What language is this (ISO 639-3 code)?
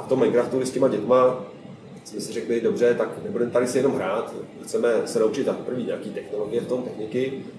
ces